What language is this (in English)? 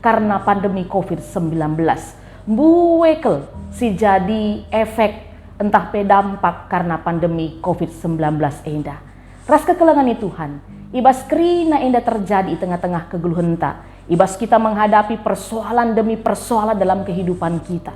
Batak Karo